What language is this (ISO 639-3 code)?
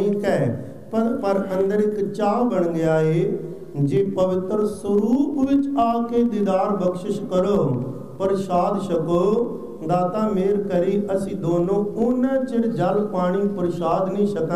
pan